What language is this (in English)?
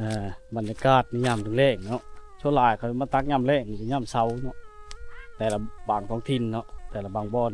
Lao